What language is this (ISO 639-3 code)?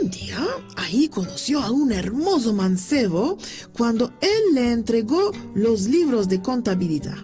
lad